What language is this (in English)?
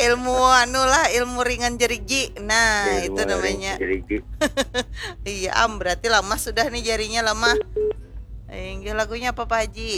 Banjar